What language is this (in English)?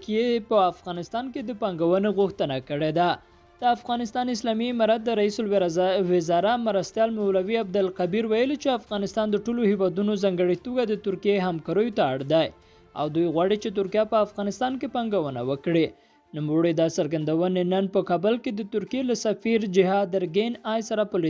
Pashto